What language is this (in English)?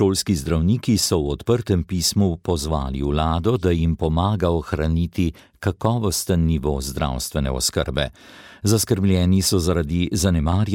Slovenian